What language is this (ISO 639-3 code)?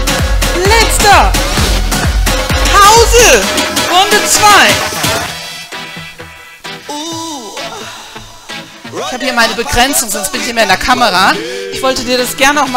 deu